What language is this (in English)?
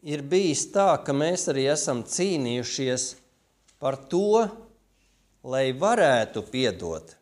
Latvian